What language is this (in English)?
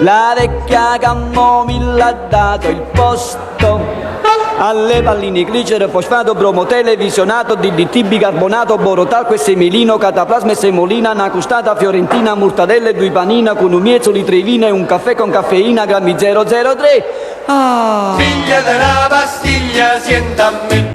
Neapolitan